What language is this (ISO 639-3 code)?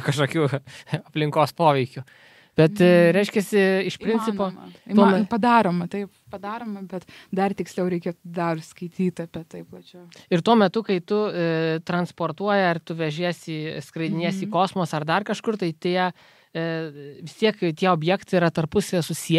lit